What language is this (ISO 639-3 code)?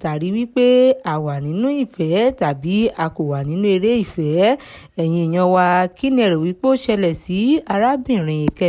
yor